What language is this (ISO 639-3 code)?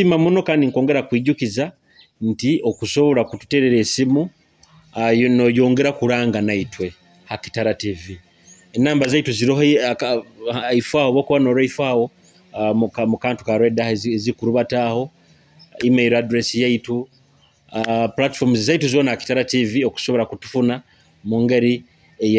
nyo